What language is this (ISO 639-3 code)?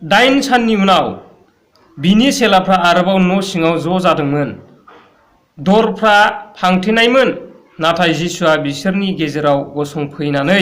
brx